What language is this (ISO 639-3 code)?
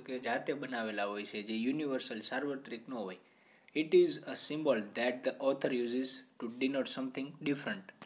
guj